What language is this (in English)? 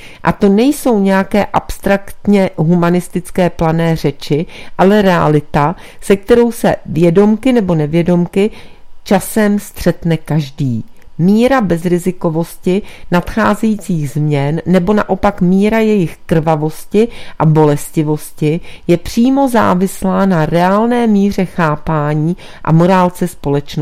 Czech